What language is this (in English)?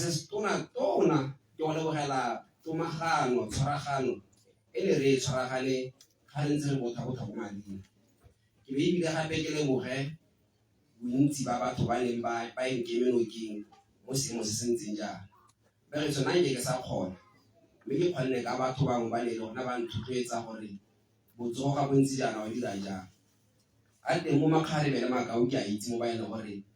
Tswana